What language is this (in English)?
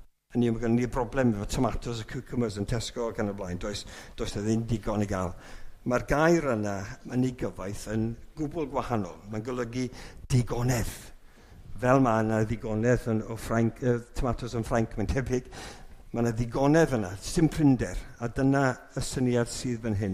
Welsh